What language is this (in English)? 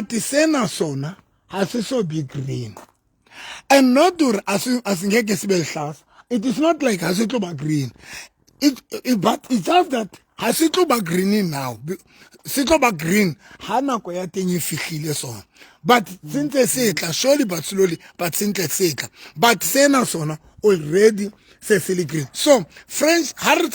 Southern Sotho